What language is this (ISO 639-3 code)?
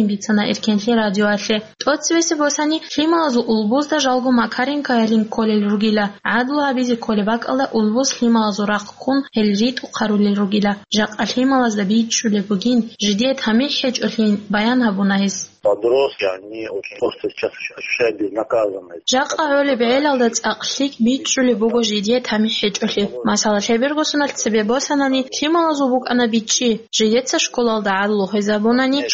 ava